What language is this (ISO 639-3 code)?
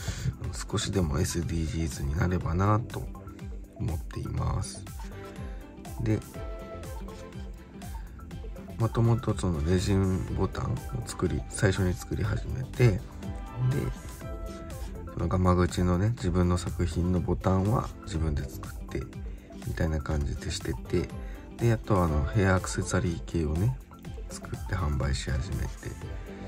jpn